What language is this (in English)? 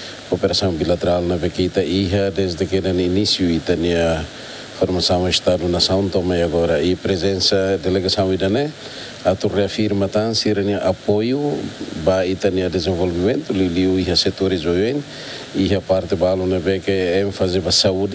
Tetum